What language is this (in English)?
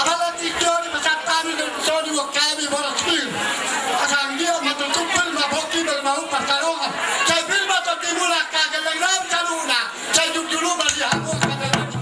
Batak Toba